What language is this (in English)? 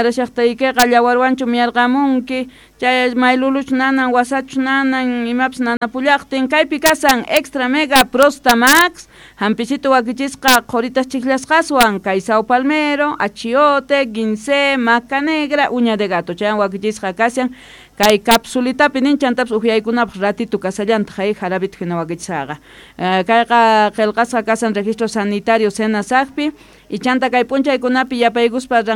South Bolivian Quechua